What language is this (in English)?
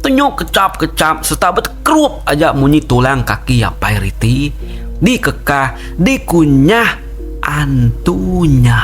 Iban